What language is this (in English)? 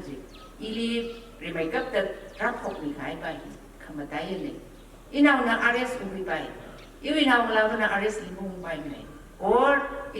Tangkhul Naga (India)